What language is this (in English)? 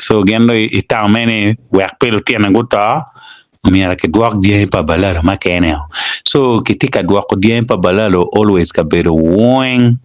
Acoli